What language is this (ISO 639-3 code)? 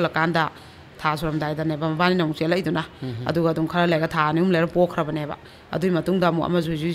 mni